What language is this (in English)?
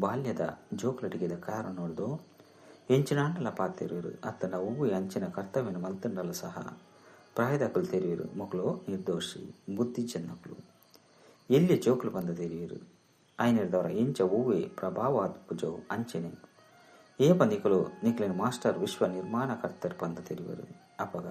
Tulu